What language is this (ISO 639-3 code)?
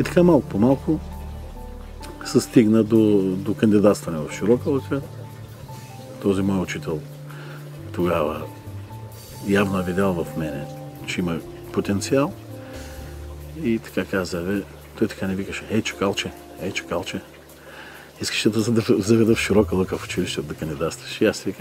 bul